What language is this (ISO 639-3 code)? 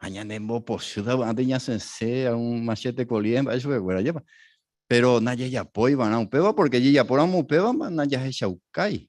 grn